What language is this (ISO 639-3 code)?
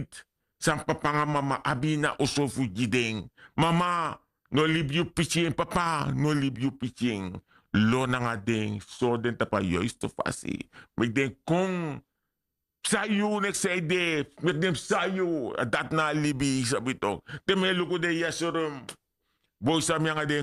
srn